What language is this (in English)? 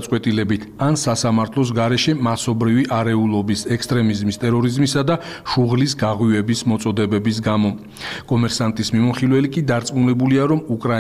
Georgian